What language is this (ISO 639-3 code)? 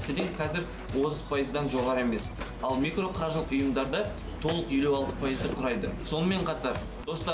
kaz